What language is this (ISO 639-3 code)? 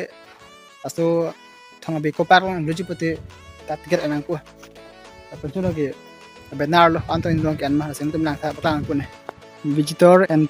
mjw